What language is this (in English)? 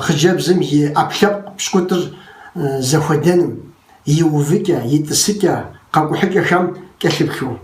Kabardian